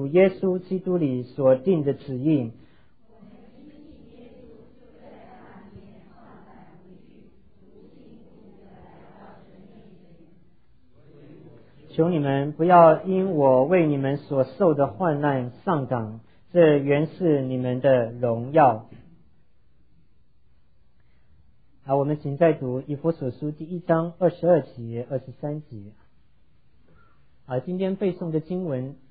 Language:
Chinese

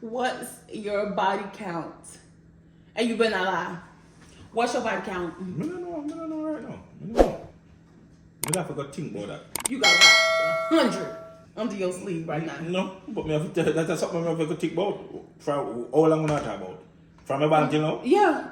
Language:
Jamaican Creole English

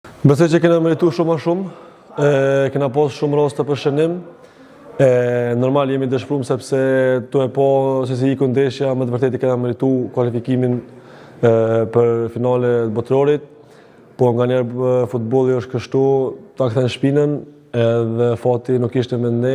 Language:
Albanian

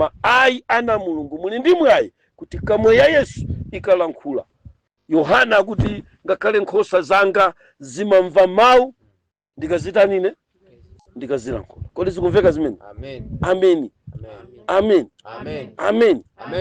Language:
Nyanja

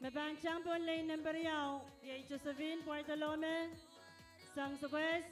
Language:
Pohnpeian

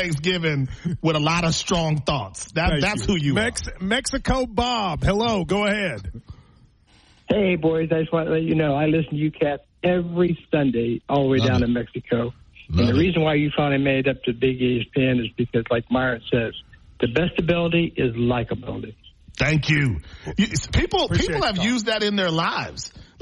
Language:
English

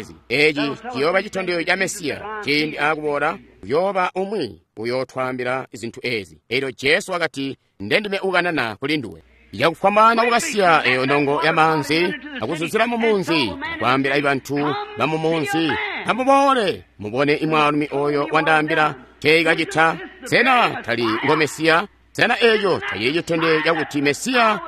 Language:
Tonga (Zambia)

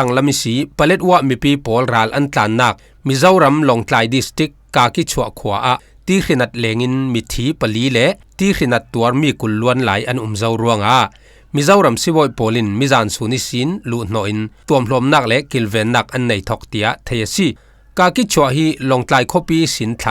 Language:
Falam Chin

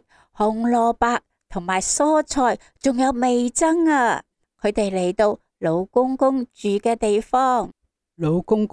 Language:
Cantonese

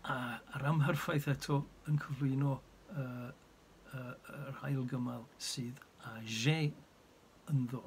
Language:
Welsh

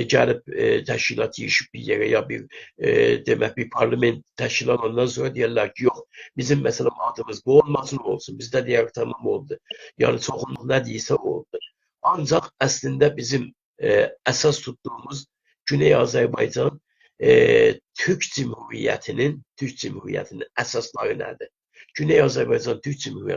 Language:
South Azerbaijani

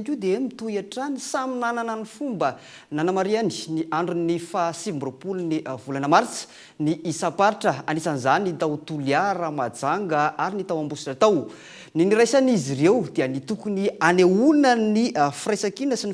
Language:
Malagasy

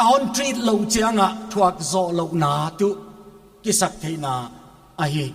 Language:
Paite Chin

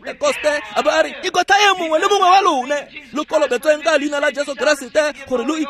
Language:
Tswana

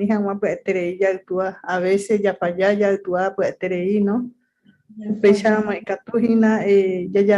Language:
Guarani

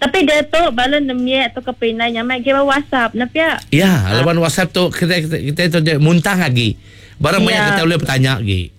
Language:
Iban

